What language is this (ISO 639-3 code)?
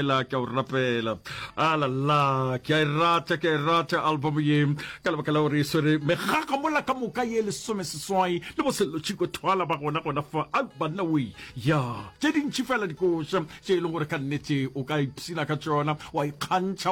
nso